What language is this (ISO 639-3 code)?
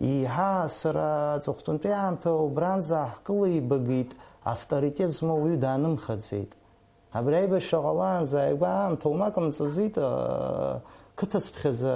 abk